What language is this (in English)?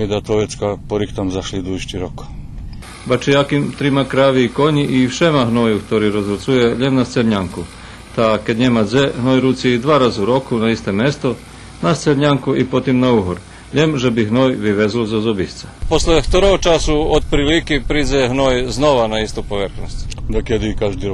Rusyn